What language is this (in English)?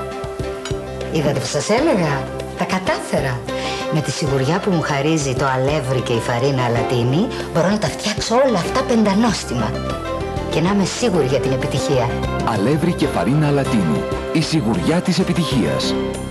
Greek